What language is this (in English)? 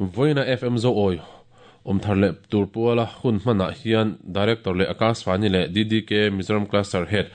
Mizo